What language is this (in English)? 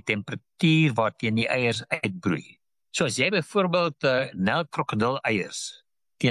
Afrikaans